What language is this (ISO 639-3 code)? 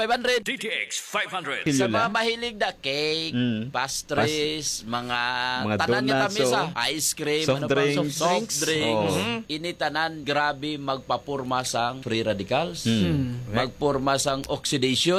hil